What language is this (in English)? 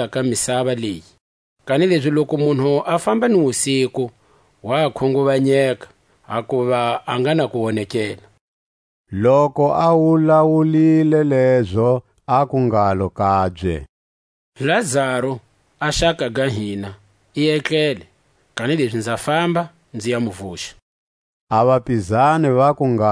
Tswa